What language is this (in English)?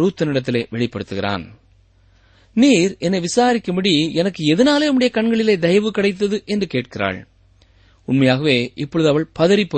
Tamil